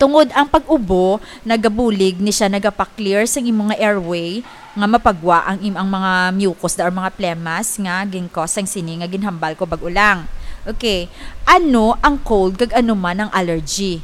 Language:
Hiligaynon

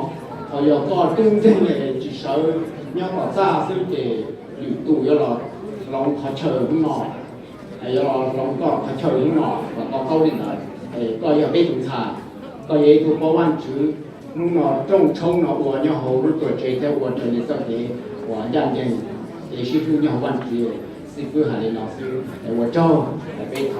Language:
Hmong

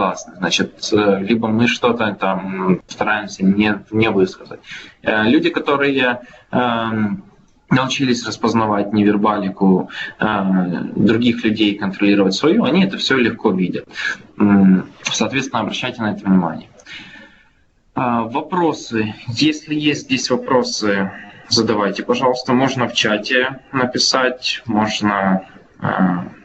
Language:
Russian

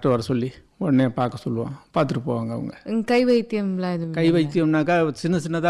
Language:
Tamil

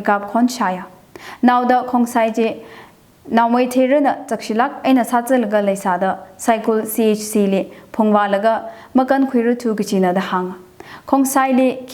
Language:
Tangkhul Naga (India)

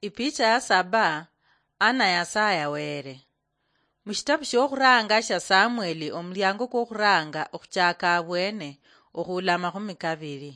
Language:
Luyia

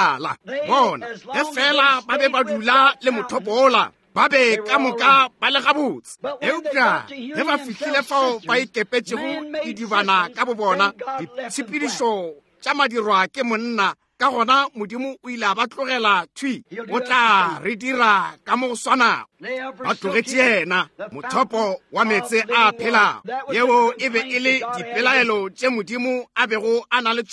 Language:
Northern Sotho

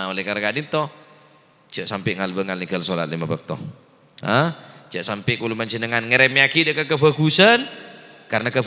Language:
Madurese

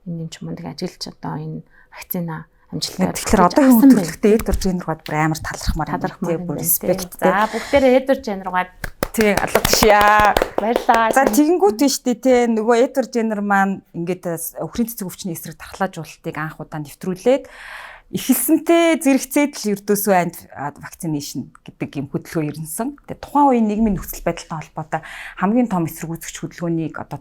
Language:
Mongolian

